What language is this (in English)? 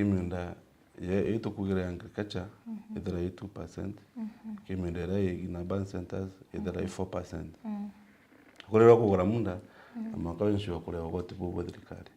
Meru